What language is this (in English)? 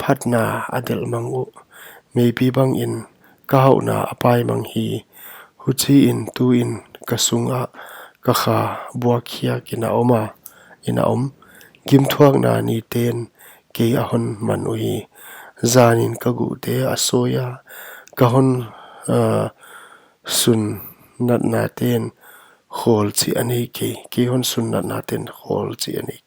Paite Chin